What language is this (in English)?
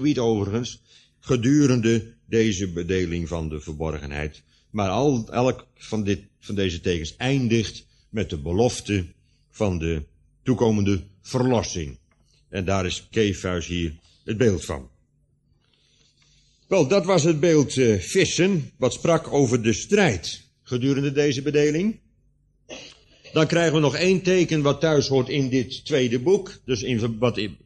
Dutch